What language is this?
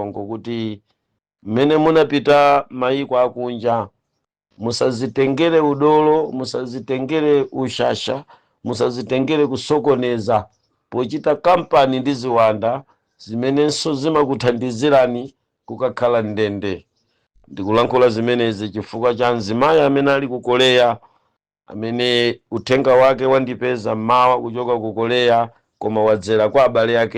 Nyanja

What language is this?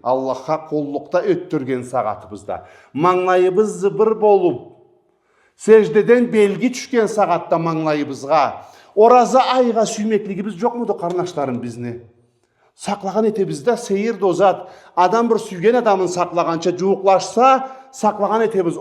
Karachay-Balkar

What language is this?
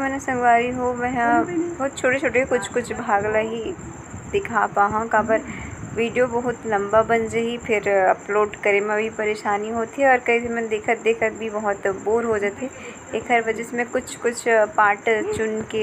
Chhattisgarhi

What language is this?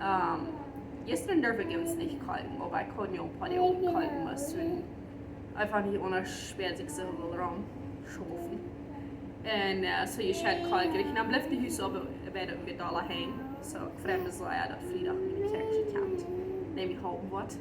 Plautdietsch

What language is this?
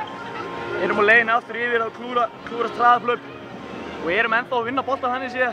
Icelandic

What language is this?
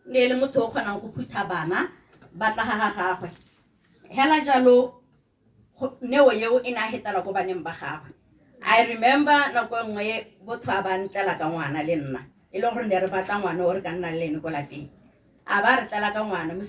Tswana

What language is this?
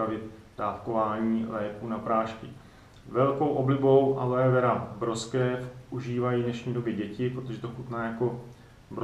Czech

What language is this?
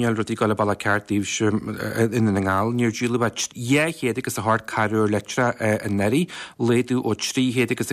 Irish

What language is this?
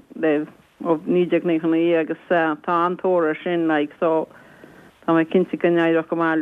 Irish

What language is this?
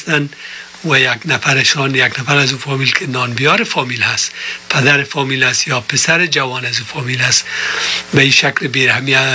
Persian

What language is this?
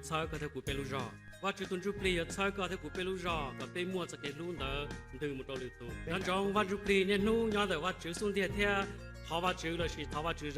Hmong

